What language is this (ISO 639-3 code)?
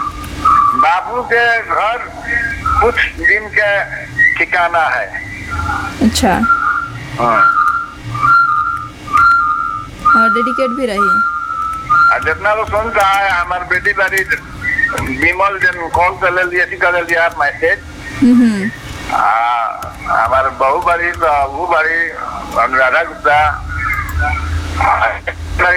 bho